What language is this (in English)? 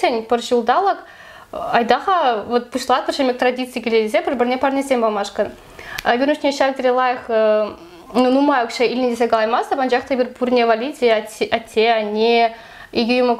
Chuvash